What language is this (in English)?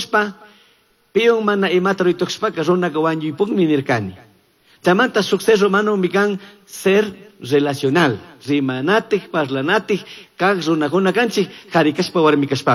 Chimborazo Highland Quichua